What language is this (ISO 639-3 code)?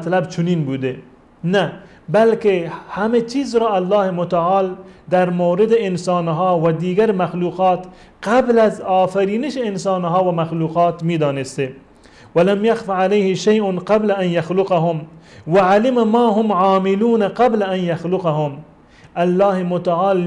fas